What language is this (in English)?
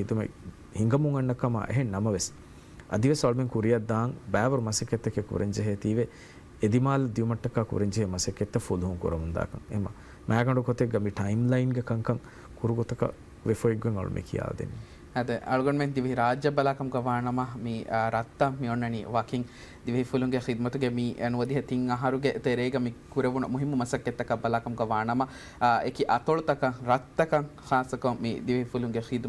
Divehi